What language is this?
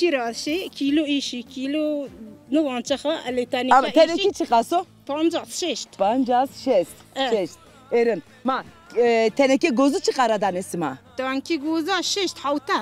Zaza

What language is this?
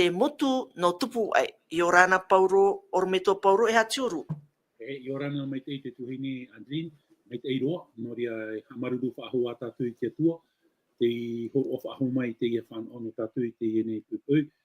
Tahitian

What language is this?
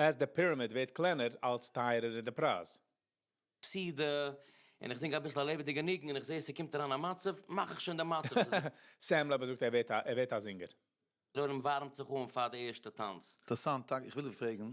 Yiddish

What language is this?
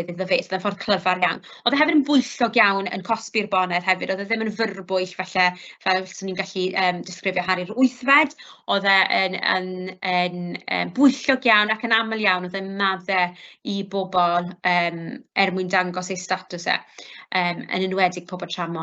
Welsh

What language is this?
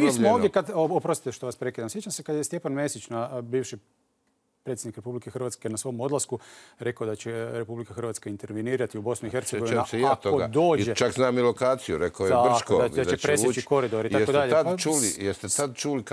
Croatian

